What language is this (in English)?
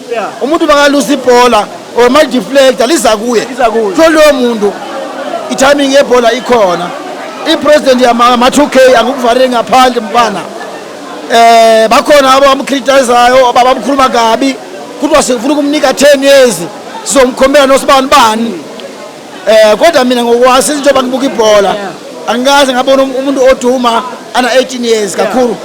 Zulu